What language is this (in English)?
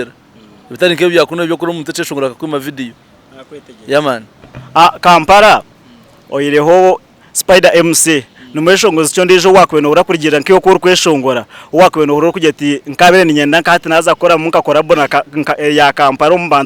Nyankole